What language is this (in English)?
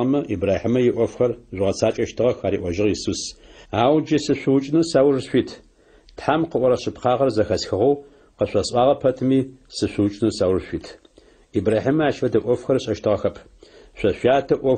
Adyghe